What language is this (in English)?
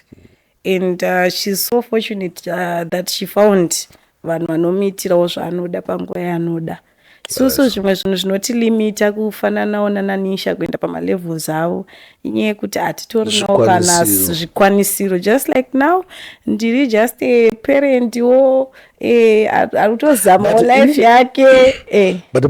Shona